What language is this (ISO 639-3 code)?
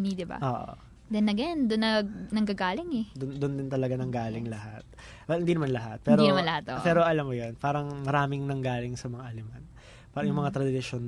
fil